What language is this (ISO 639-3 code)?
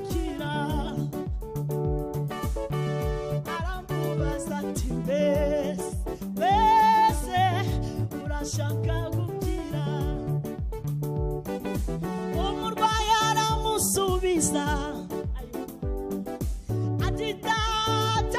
kin